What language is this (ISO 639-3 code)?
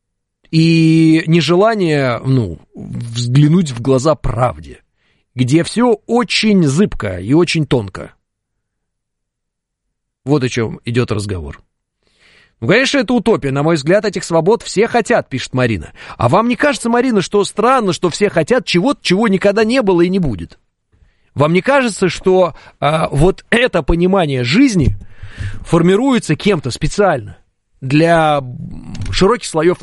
rus